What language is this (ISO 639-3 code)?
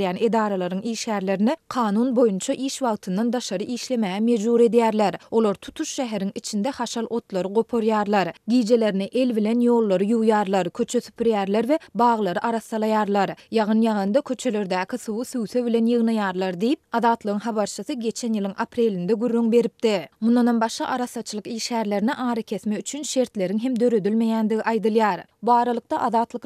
tuk